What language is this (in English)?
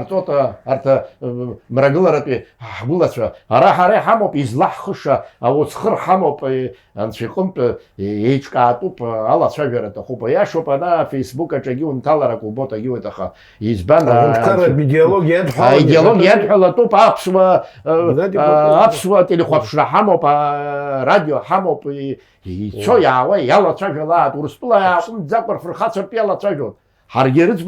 Abkhazian